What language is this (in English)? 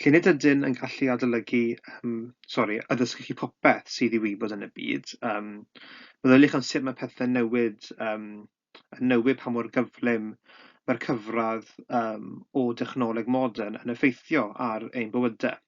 Welsh